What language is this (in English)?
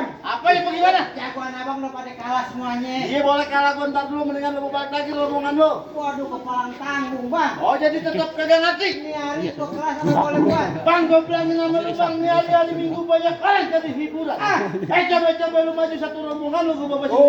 Betawi